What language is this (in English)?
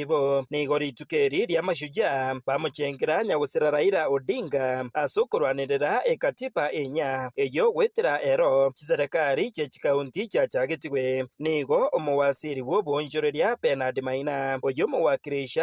Gusii